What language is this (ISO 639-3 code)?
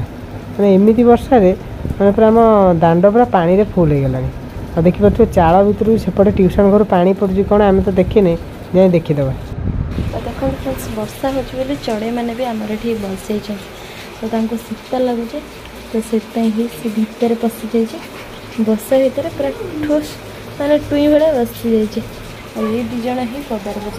ori